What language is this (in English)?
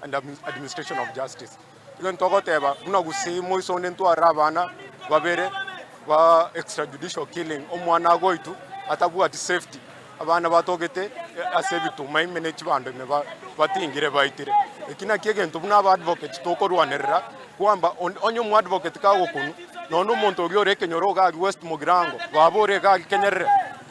Gusii